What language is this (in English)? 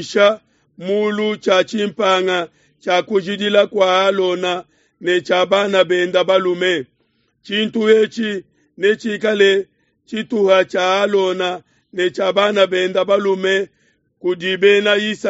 Luba-Lulua